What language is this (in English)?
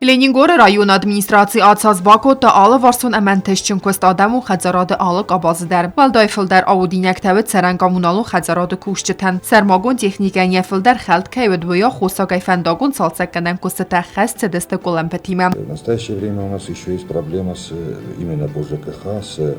Ossetic